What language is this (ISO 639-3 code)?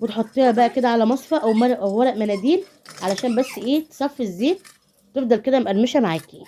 arz